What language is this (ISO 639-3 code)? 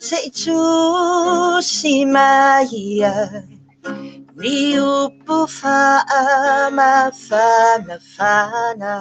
smo